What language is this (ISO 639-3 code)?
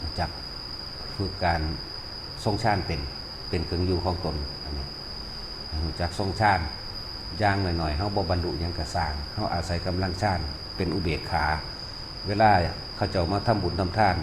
tts